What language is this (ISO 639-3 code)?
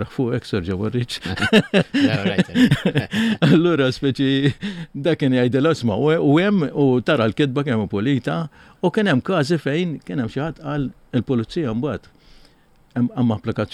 mlt